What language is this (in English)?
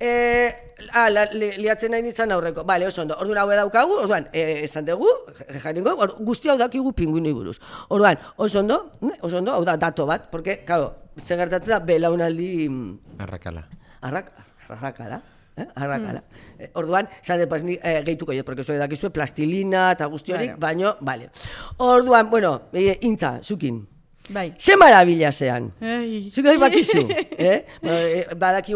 Basque